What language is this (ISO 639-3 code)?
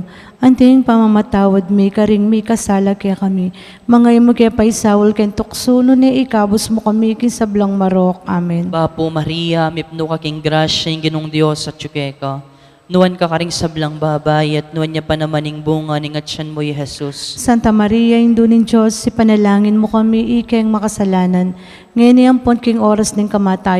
pam